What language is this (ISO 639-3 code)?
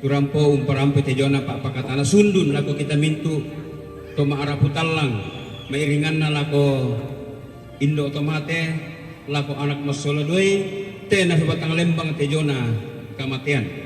sda